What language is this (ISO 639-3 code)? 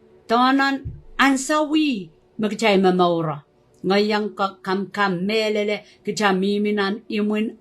pon